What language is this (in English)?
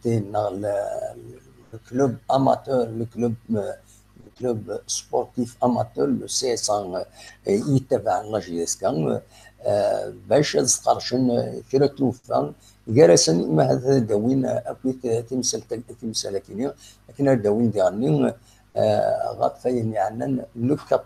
Kabyle